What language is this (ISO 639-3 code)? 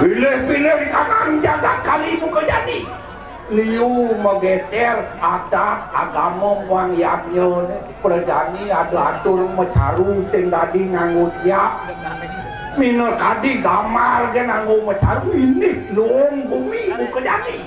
ban